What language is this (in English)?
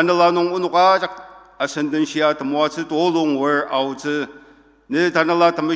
Ao Naga